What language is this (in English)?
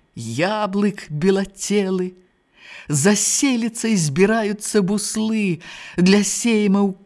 Belarusian